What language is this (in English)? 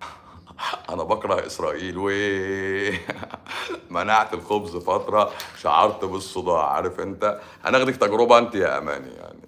Egyptian Arabic